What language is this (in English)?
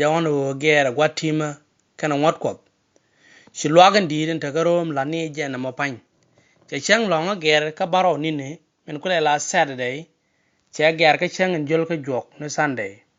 Nuer